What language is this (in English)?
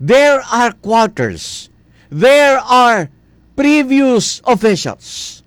Hiligaynon